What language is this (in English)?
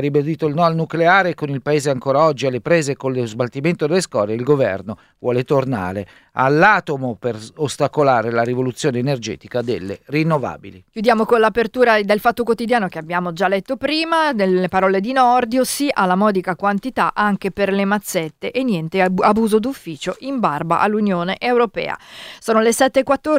Italian